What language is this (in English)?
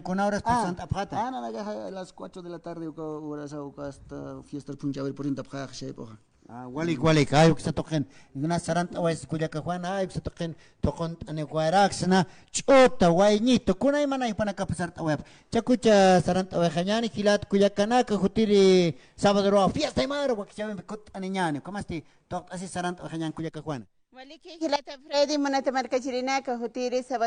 Aymara